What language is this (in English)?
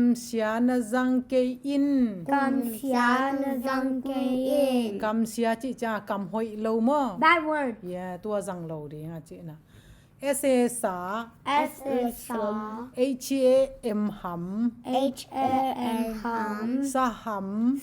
Tedim Chin